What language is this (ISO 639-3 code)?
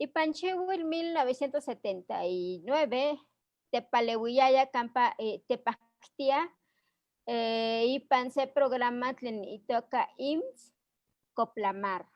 nhe